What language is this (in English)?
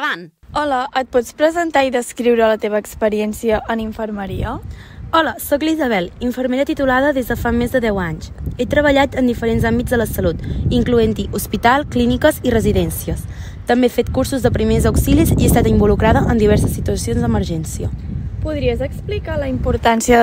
Catalan